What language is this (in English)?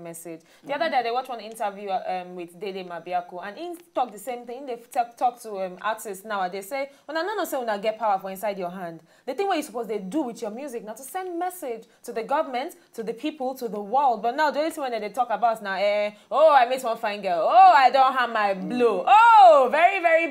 Nigerian Pidgin